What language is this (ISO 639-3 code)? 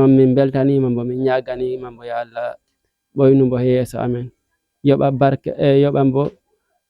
ful